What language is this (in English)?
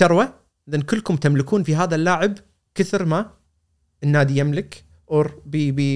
Gulf Arabic